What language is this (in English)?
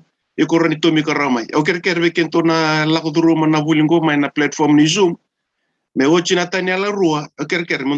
Fijian